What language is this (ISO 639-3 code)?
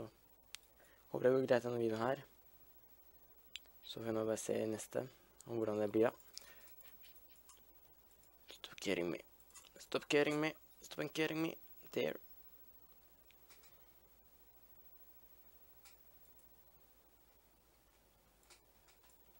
nor